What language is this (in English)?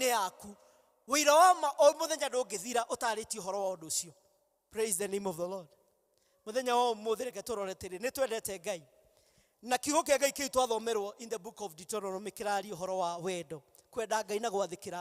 Kikuyu